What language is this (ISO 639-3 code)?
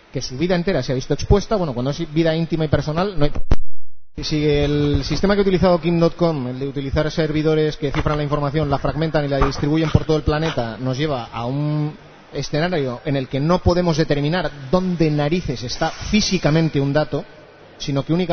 spa